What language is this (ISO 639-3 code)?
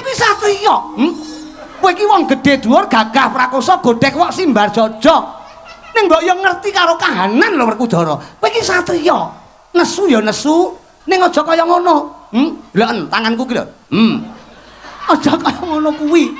jav